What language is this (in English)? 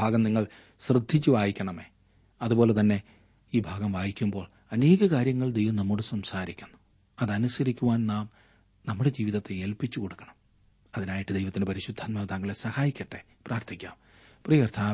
Malayalam